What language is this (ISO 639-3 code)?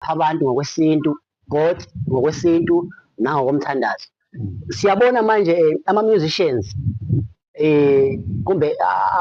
zul